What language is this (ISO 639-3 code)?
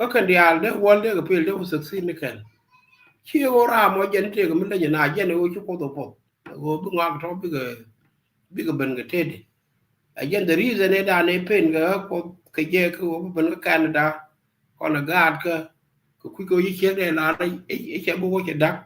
nus